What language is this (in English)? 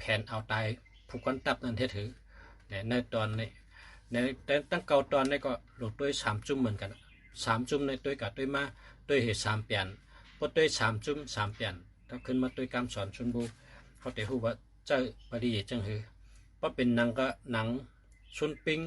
Shan